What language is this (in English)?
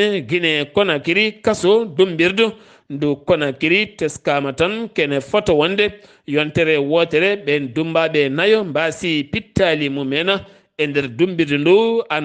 Fula